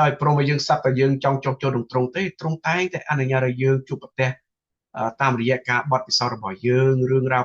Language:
Khmer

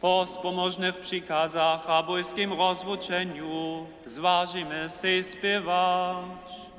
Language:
Upper Sorbian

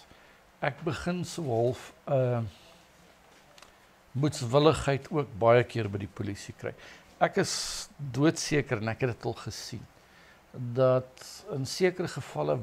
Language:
Afrikaans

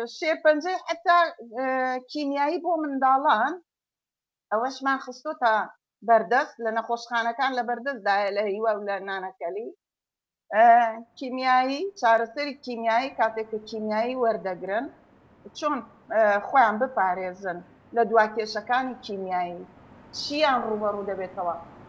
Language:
Central Kurdish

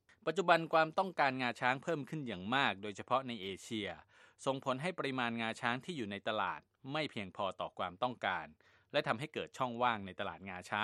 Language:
Thai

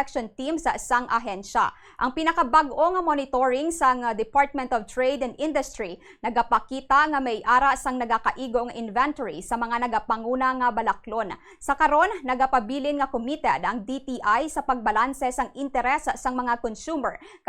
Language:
Hiligaynon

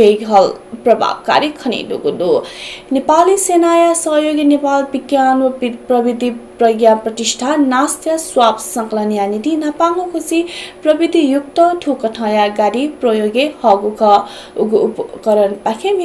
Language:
Newari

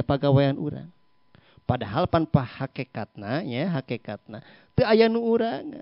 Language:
Sundanese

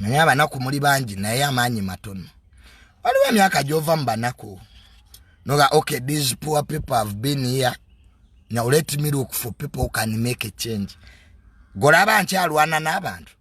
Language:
Ganda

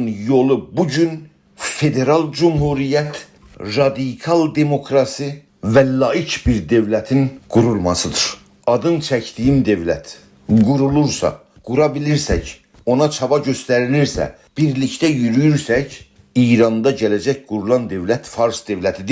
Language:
South Azerbaijani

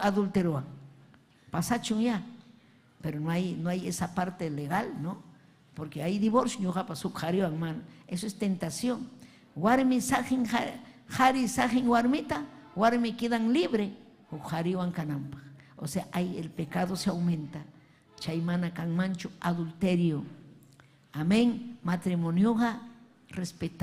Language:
Ayacucho Quechua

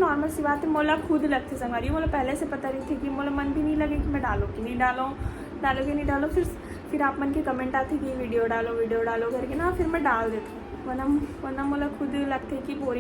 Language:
Chhattisgarhi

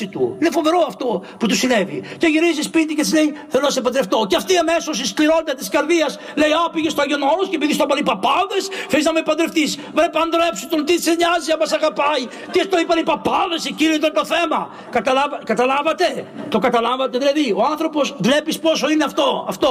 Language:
Greek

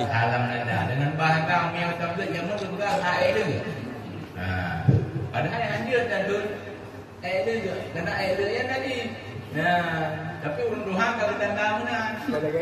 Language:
Achinese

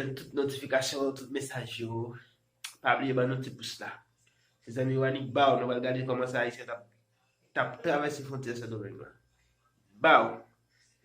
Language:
Haitian Creole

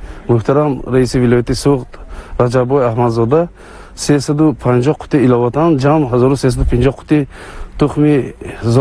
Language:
Tajik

